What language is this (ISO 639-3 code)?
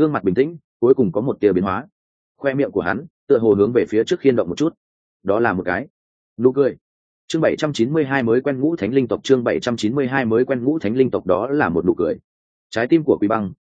vie